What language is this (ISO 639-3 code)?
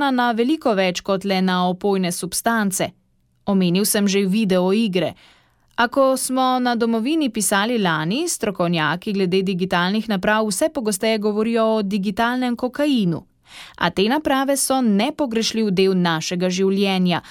slv